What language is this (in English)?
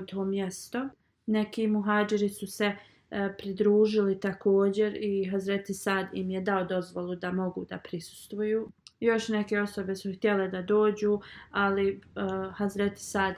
Bosnian